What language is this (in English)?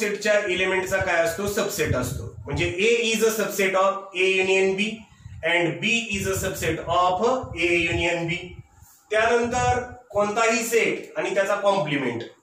Marathi